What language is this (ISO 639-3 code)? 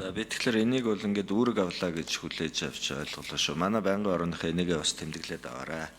mon